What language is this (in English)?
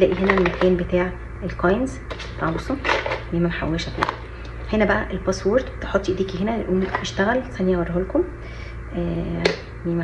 Egyptian Arabic